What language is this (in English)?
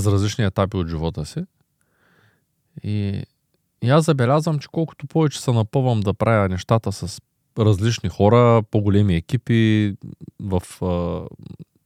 Bulgarian